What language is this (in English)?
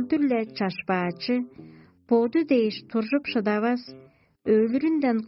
Tuvinian